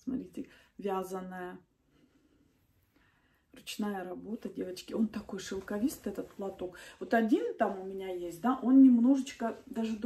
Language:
Russian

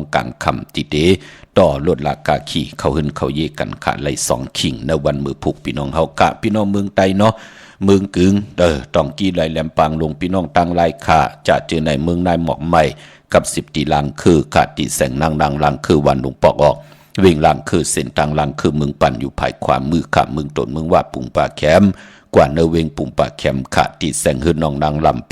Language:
Shan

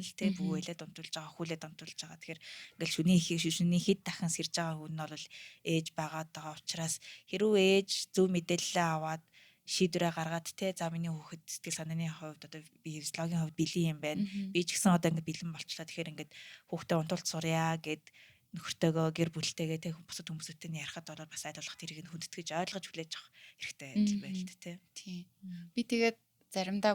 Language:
Mongolian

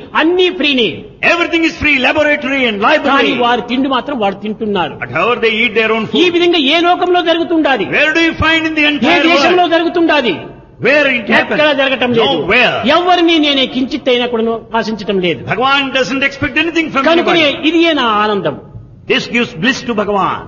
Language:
Telugu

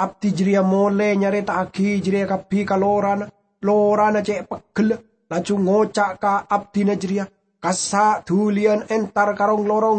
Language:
Madurese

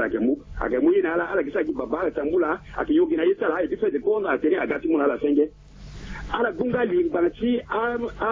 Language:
Sango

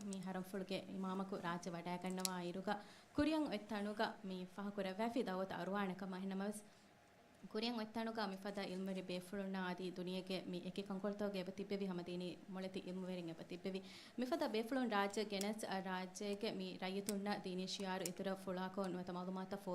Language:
Divehi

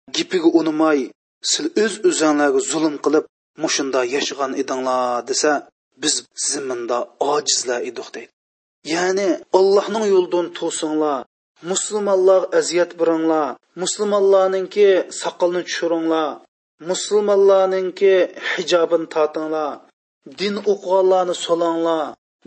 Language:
Uyghur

